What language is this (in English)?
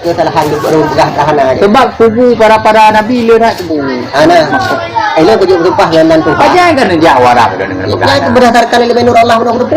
Achinese